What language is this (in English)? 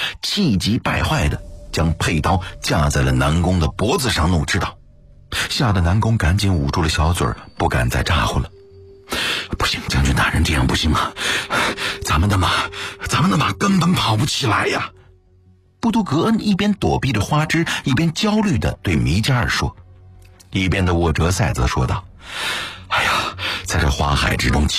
Chinese